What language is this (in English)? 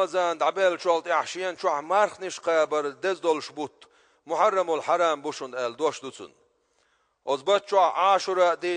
Chechen